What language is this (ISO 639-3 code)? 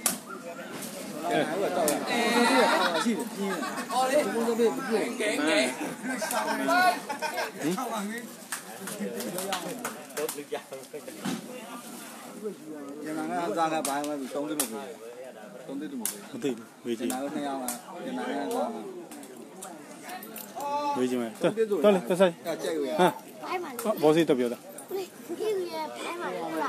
mya